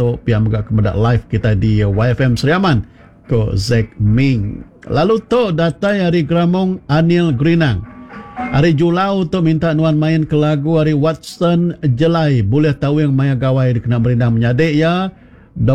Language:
Iban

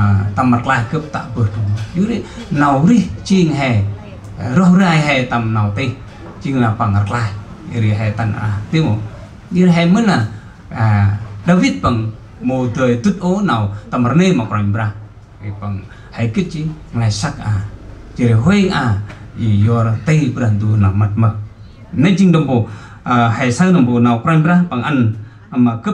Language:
Central Mnong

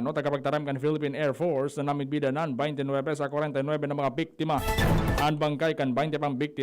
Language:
Bikol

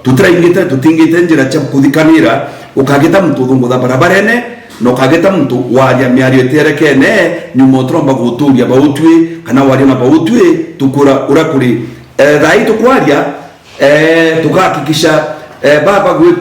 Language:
Meru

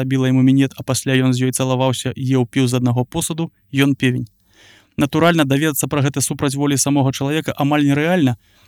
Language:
Belarusian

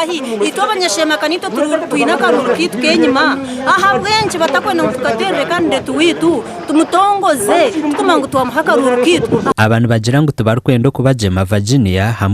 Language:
Nyankole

